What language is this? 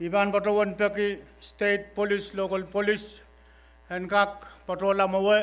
Pohnpeian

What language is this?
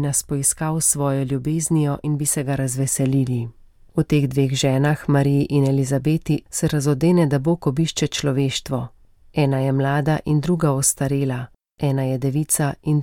Slovenian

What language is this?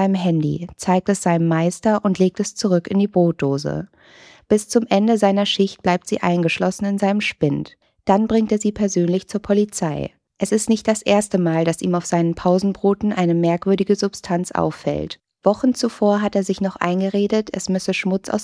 German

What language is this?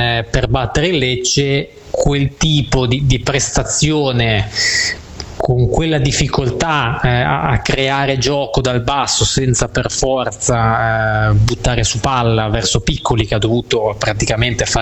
Italian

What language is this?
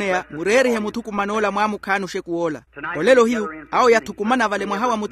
Makhuwa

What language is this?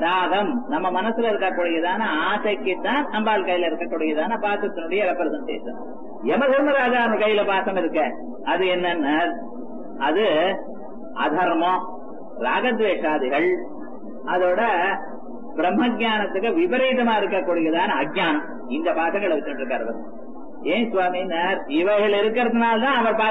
Tamil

